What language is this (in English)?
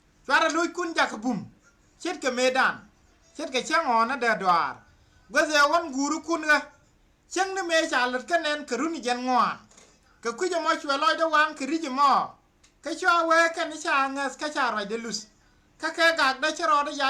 Nuer